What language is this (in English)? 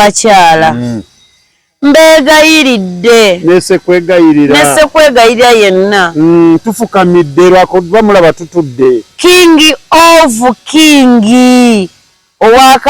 Ganda